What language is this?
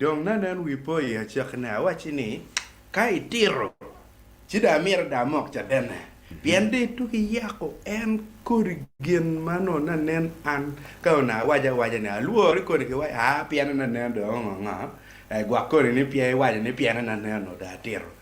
Acoli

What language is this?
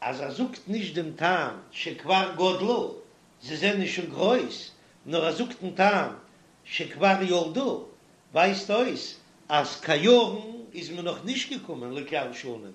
Yiddish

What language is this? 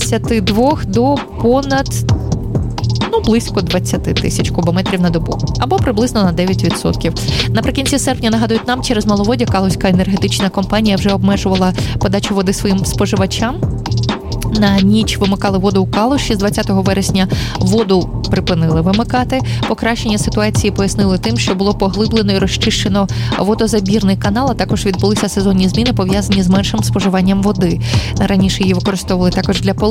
Ukrainian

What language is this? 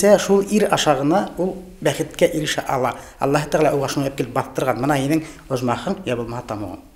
Bashkir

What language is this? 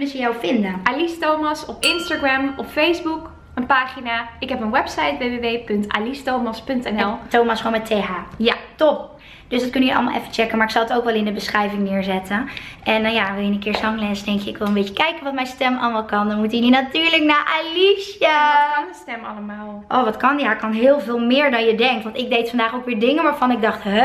Dutch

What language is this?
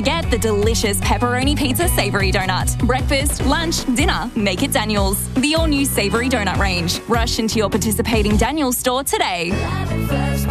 English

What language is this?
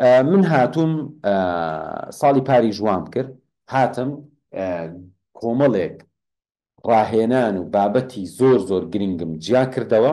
Central Kurdish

